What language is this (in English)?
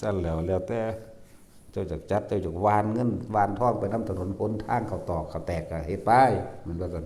Northeastern Thai